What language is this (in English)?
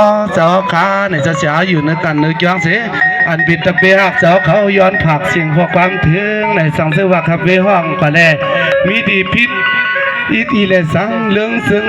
Shan